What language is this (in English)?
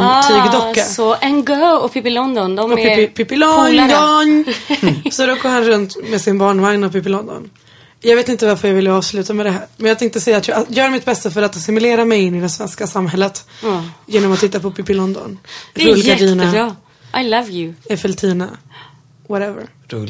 Swedish